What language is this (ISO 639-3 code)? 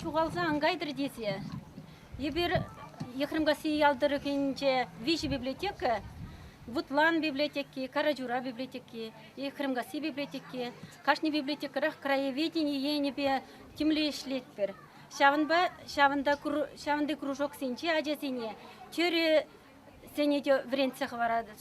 chv